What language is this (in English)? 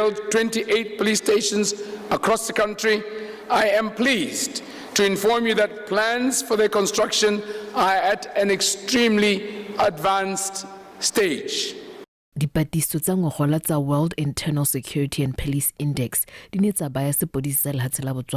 Tswana